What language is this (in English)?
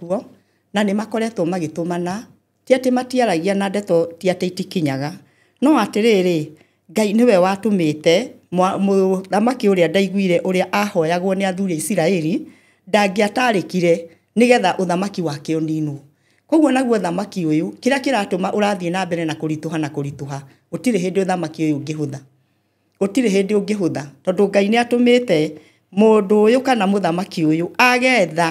Kikuyu